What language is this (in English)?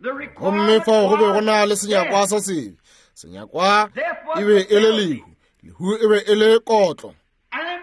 Northern Sotho